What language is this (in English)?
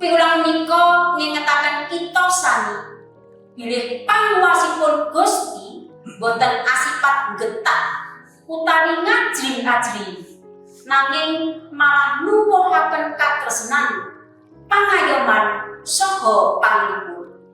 Javanese